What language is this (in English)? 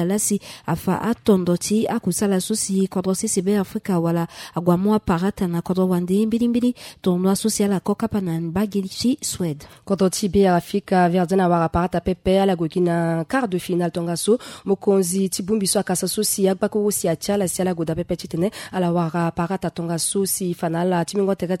Sango